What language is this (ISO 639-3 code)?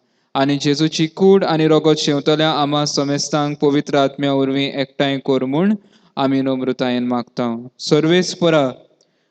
kok